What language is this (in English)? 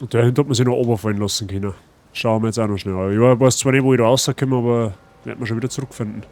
Bavarian